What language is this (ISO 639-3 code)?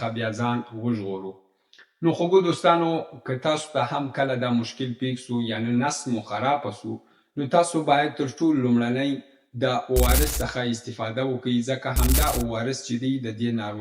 pus